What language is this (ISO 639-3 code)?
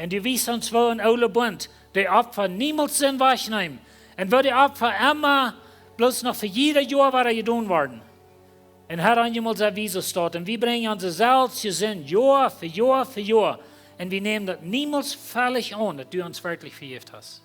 pdt